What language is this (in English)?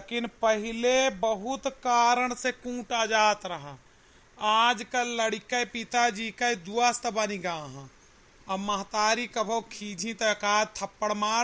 Awadhi